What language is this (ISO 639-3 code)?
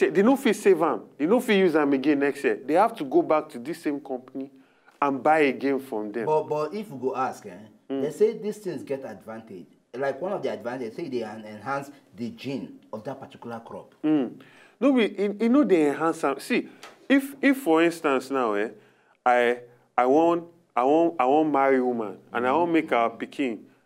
pcm